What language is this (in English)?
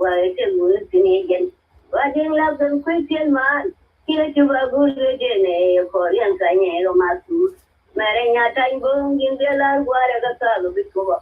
Nuer